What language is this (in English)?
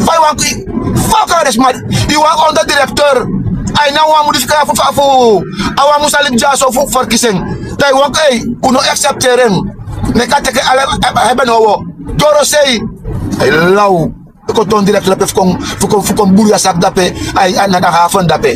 Sranan Tongo